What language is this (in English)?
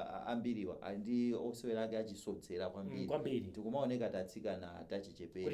Nyanja